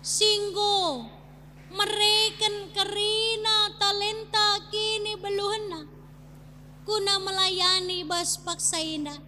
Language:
Batak Karo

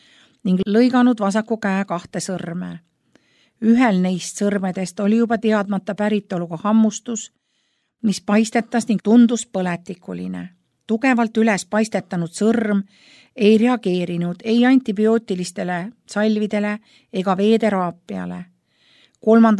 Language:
Estonian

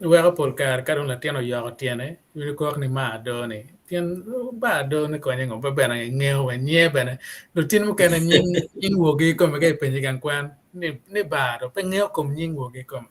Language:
Acoli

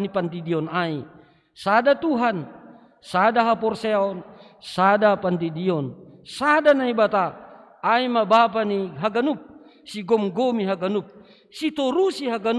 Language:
Batak Simalungun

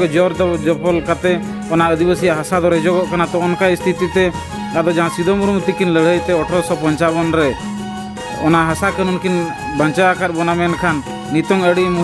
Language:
Santali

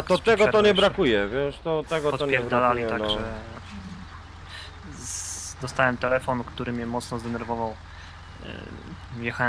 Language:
Polish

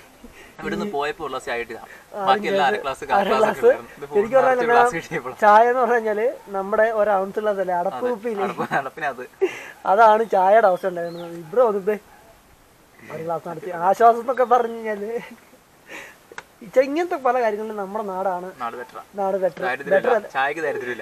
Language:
Malayalam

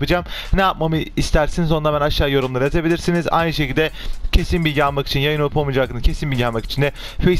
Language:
Turkish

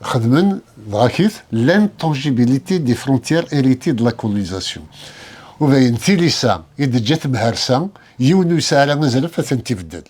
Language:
Kabyle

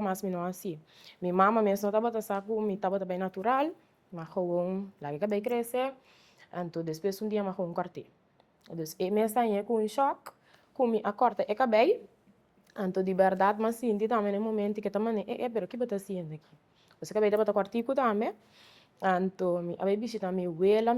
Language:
Papiamento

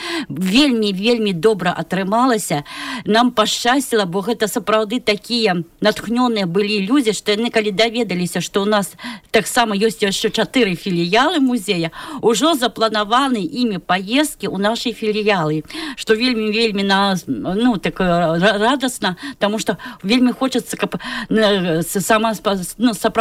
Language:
Belarusian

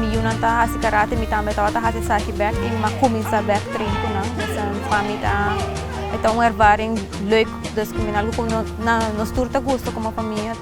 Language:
Papiamento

